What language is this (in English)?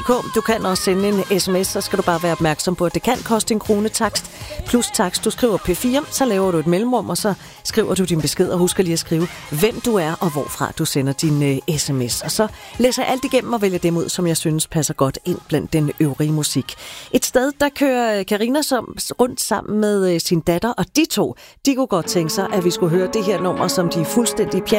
Danish